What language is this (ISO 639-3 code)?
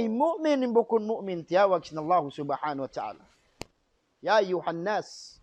tsg